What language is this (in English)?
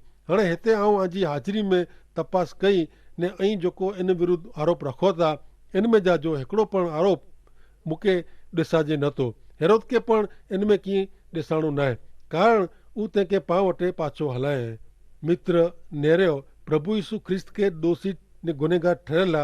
Kachhi